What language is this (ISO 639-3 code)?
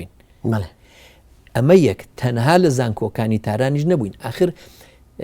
ckb